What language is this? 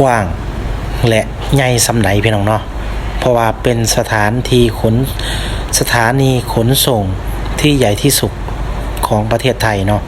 Lao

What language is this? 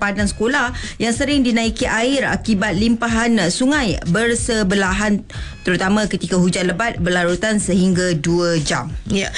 Malay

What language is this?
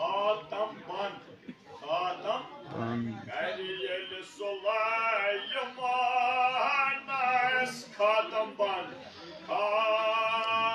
Kashmiri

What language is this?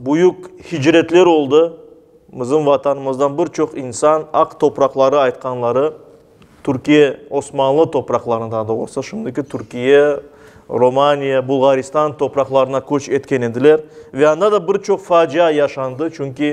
Crimean Tatar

